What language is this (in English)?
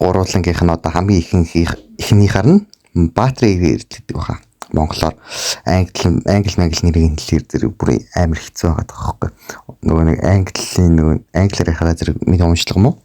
Mongolian